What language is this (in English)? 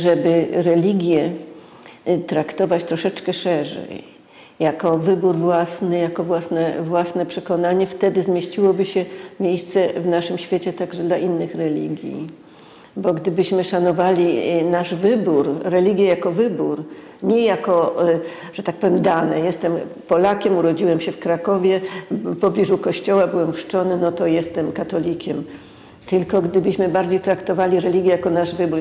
Polish